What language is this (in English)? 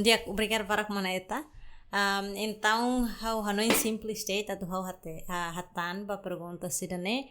Tetum